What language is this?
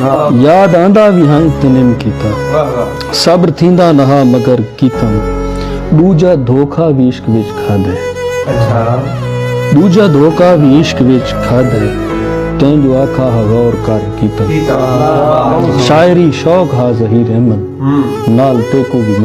Saraiki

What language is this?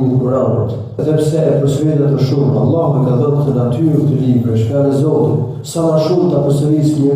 Albanian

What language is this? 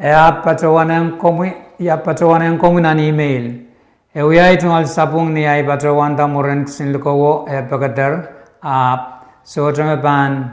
Pohnpeian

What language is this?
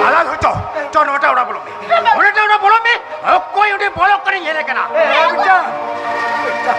Santali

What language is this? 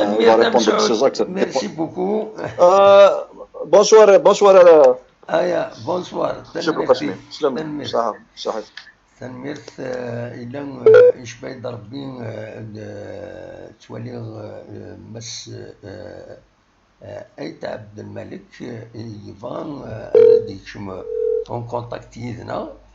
Kabyle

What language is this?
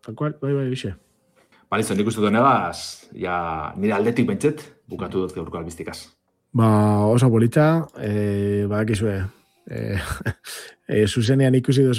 Basque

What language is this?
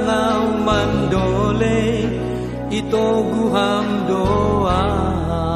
Batak Simalungun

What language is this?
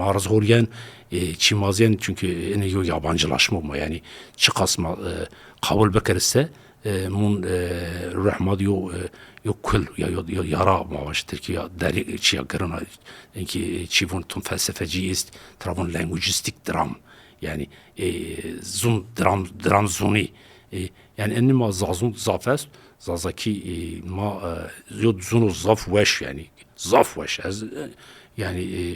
Zaza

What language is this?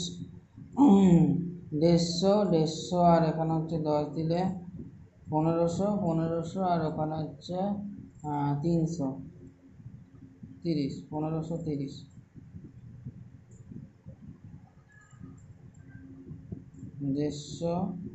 Bangla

